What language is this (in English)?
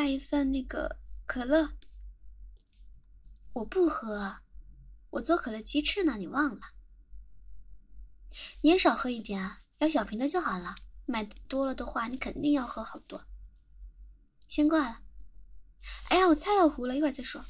Chinese